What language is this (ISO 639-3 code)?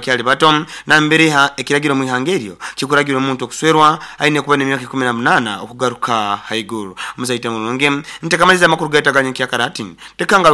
nyo